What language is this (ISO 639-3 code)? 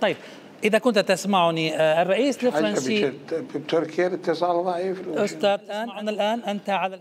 acm